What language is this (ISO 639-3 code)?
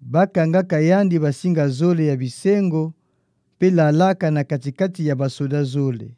ktu